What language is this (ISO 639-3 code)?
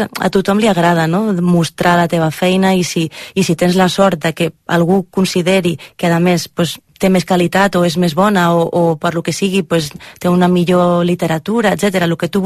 cat